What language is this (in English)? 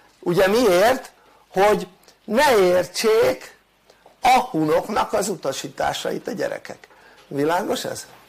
Hungarian